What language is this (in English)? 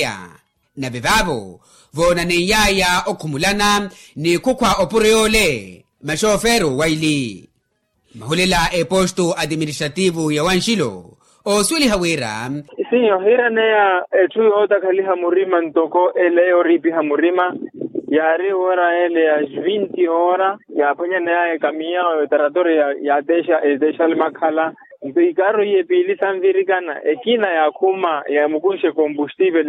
Makhuwa